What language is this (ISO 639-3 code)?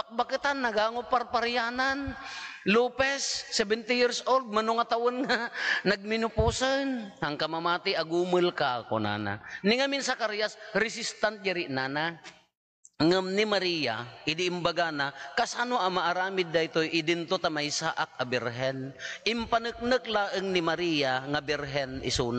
ilo